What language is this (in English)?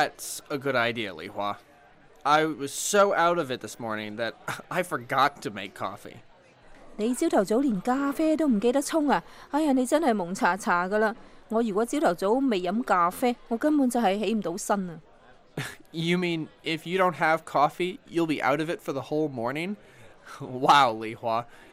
Cantonese